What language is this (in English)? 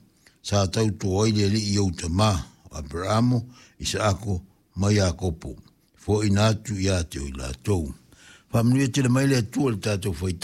Samoan